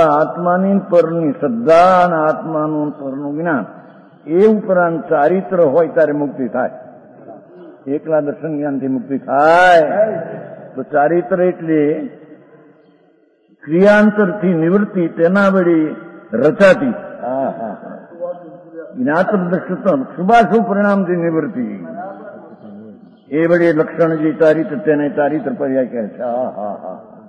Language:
Gujarati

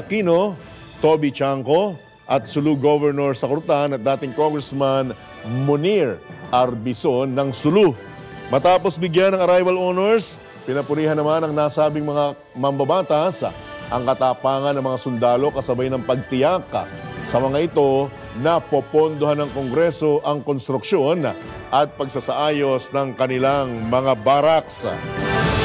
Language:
Filipino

